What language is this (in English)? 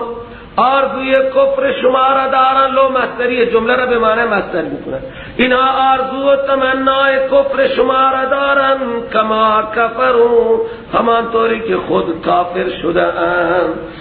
Persian